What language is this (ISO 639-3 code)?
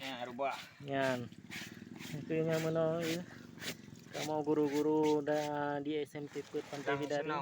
ace